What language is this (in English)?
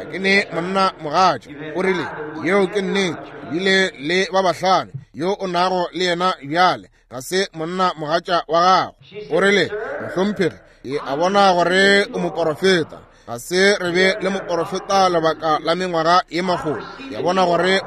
Northern Sotho